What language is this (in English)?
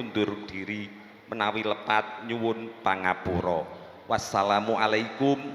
Javanese